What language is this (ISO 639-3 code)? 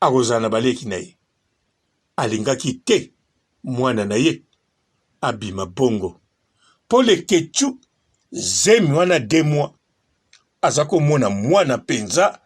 lin